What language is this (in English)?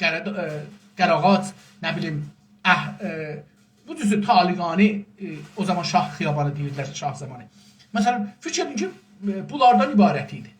South Azerbaijani